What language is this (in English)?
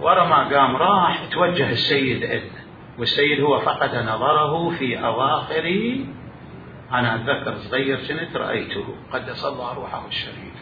Mesopotamian Arabic